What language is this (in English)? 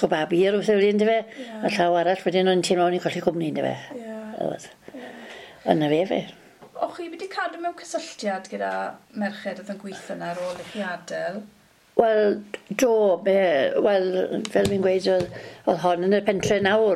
Welsh